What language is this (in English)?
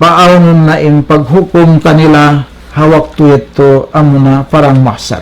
Tausug